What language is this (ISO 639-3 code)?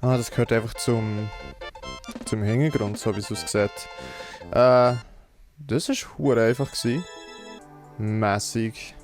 gsw